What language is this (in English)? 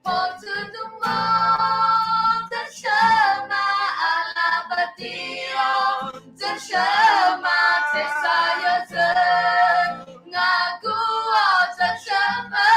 Akha